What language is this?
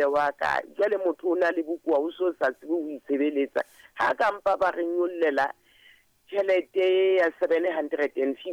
Southern Sotho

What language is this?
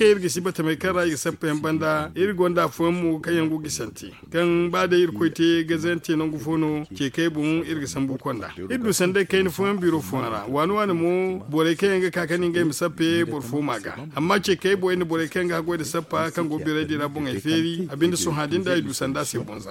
Zarma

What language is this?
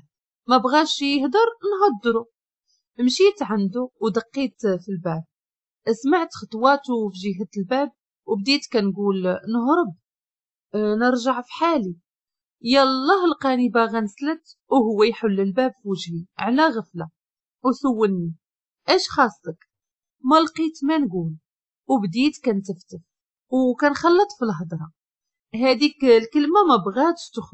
Moroccan Arabic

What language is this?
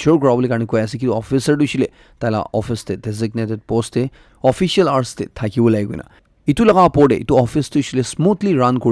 Naga Pidgin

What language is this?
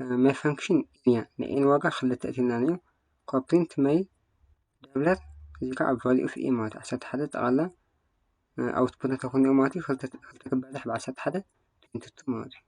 Tigrinya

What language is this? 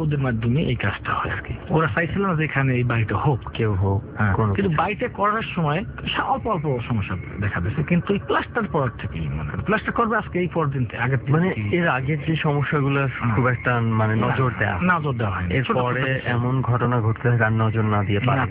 Bangla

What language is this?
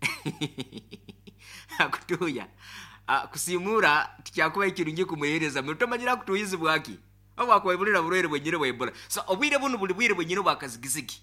Nyoro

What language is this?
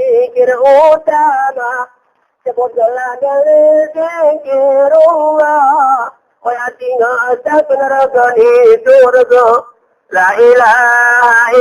Gayo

